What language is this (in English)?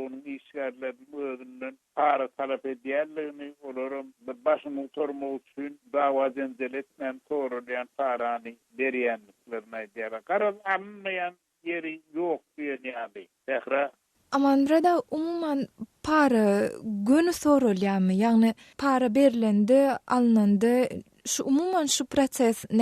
Turkmen